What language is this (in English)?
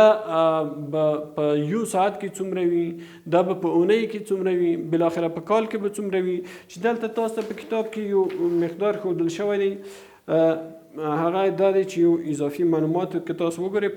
Pashto